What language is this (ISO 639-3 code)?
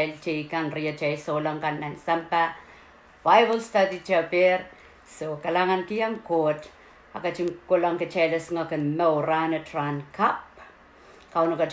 pon